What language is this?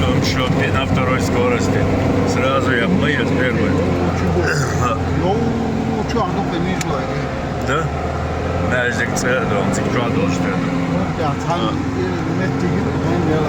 Chechen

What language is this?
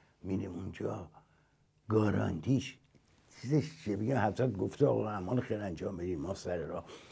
Persian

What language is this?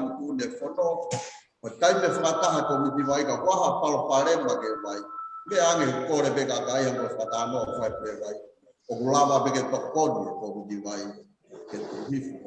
Tongan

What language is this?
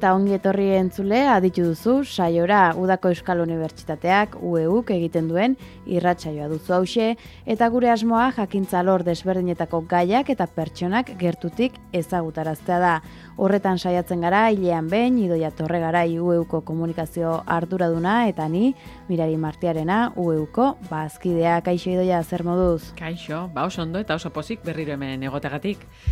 Basque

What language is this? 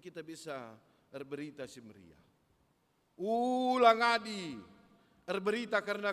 Batak Karo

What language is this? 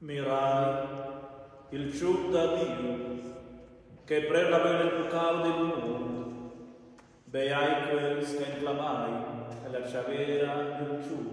Romansh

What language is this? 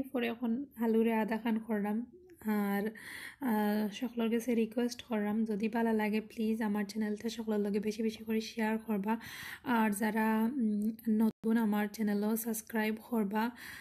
Sylheti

